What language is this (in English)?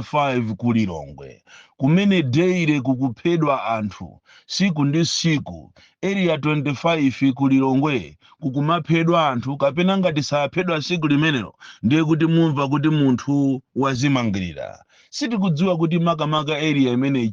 Nyanja